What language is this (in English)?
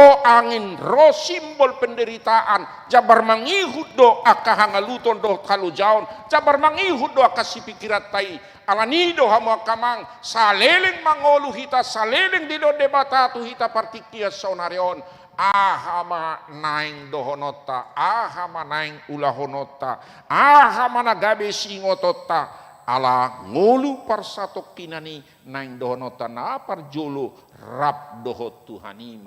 Batak Toba